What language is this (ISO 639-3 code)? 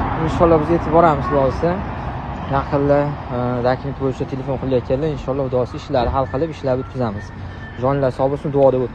uzb